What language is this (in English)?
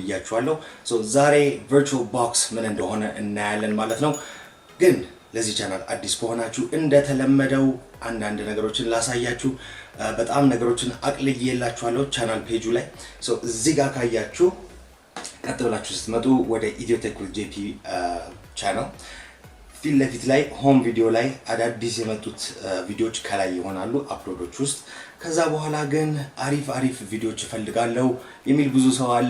Amharic